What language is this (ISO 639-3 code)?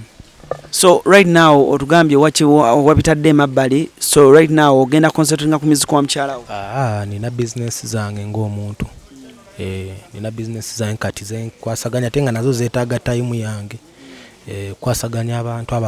lug